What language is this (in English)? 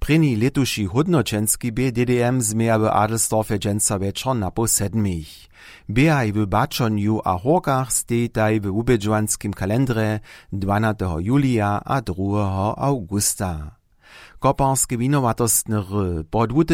Upper Sorbian